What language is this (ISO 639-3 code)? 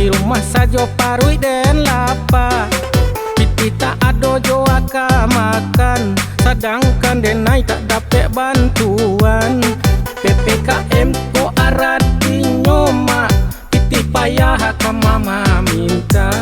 min